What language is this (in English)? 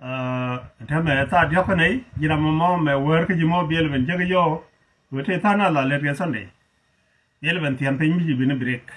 Nuer